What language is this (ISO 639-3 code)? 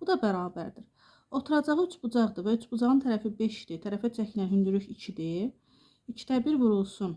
aze